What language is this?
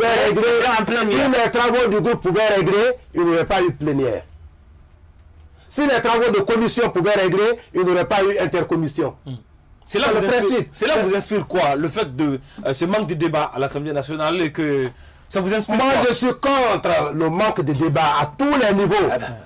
French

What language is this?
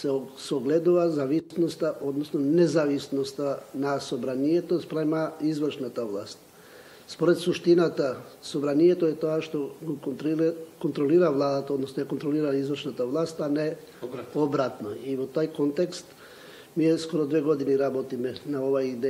Macedonian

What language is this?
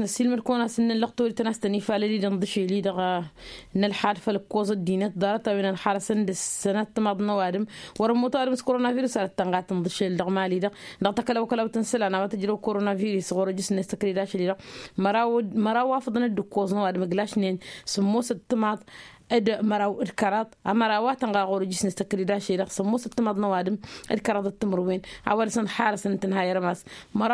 Tamasheq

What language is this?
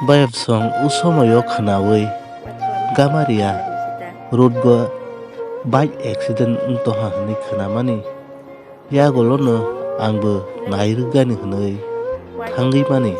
Kok Borok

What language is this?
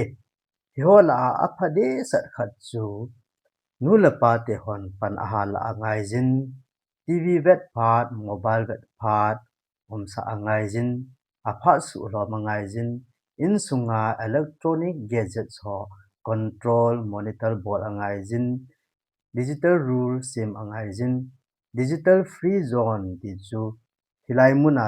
Thado Chin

